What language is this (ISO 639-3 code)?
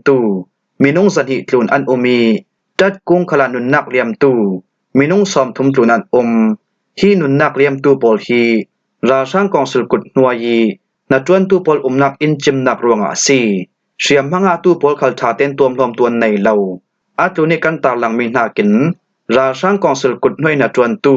cfm